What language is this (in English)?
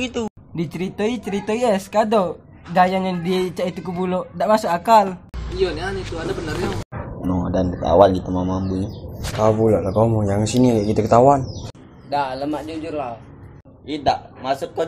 Musi